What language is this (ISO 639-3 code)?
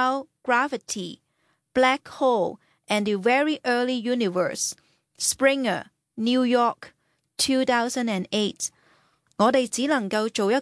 yue